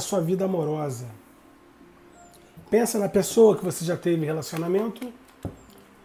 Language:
Portuguese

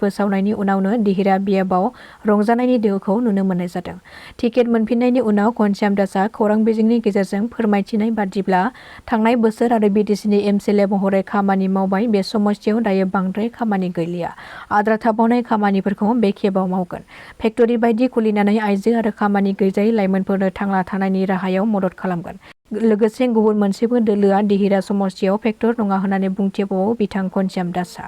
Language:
Bodo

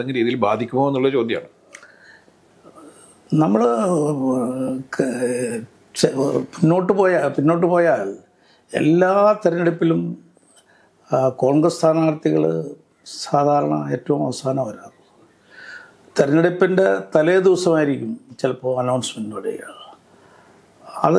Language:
Malayalam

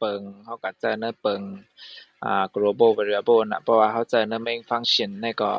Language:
Shan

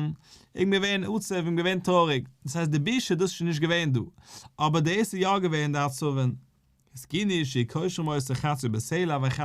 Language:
Yiddish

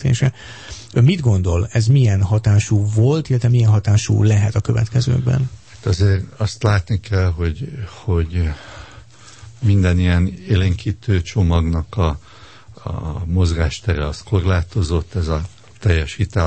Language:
Hungarian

